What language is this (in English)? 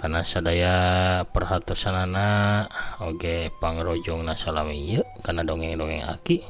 Sundanese